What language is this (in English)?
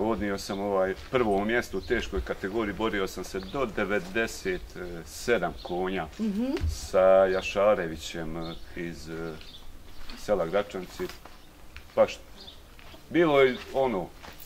Bosnian